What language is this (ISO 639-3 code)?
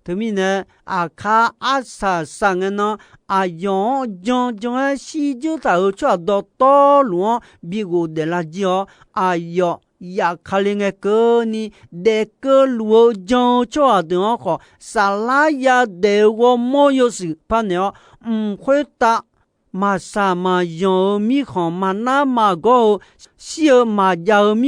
ahk